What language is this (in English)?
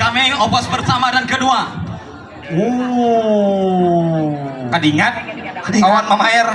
Banjar